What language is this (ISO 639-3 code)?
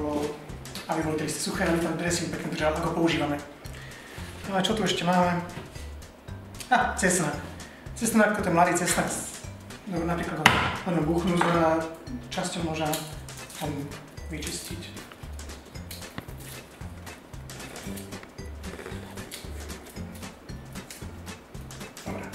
slk